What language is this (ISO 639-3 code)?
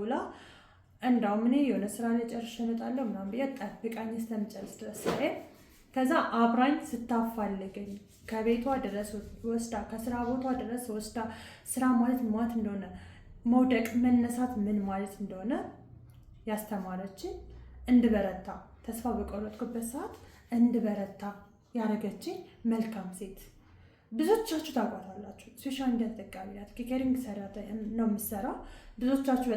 amh